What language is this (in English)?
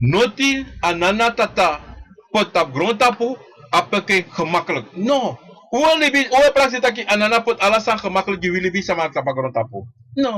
Sranan Tongo